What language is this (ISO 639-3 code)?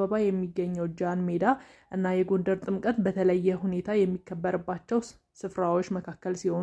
amh